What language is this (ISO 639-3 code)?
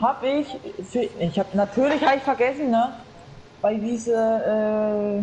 bar